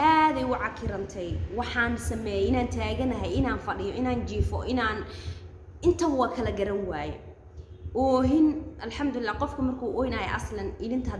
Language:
Somali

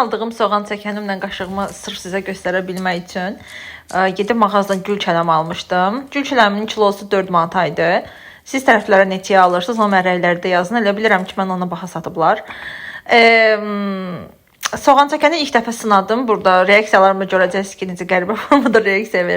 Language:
Azerbaijani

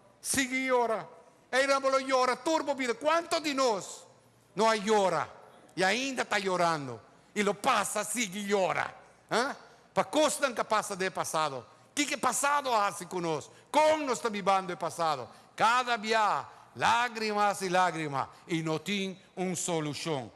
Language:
Papiamento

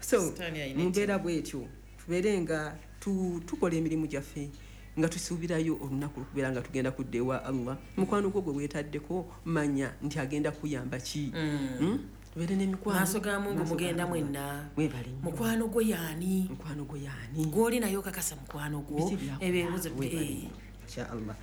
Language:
Ganda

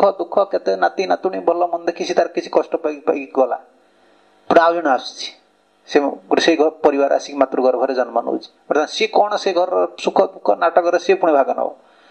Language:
Odia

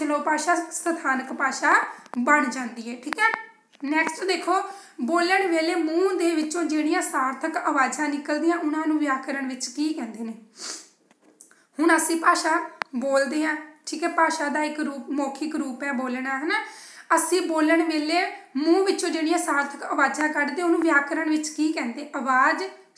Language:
Punjabi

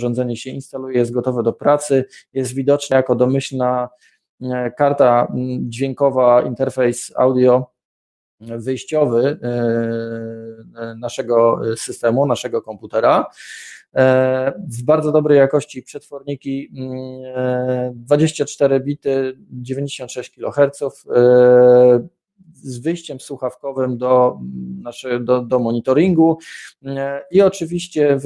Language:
Polish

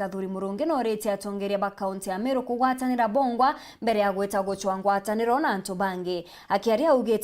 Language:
Meru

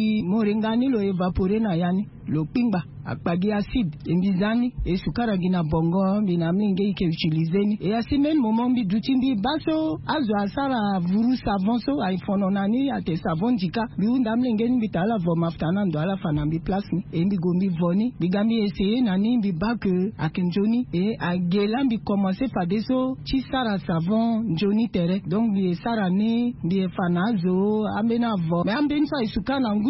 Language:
Sango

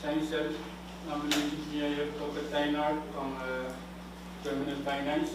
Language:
Pohnpeian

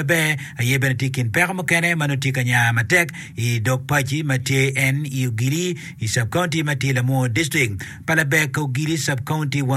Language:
Acoli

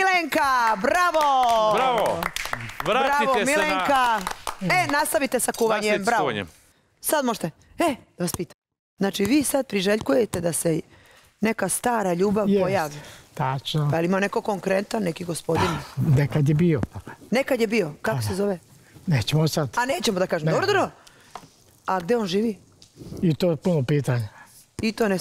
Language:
Serbian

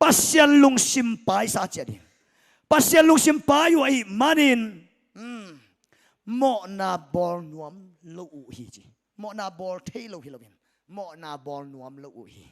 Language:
Tedim Chin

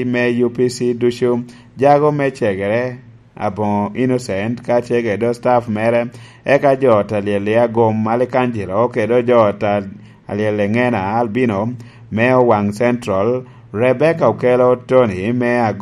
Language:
Lango (Uganda)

